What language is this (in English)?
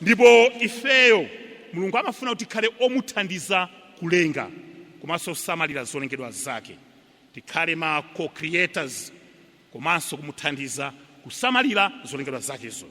Nyanja